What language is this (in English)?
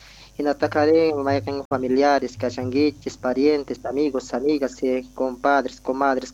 Quechua